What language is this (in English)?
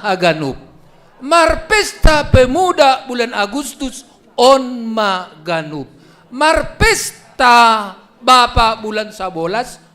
Batak Simalungun